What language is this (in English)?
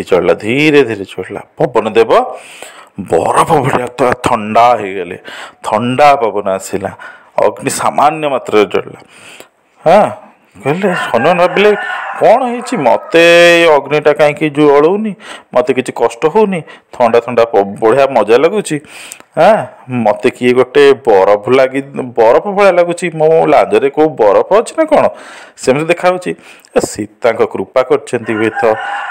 Odia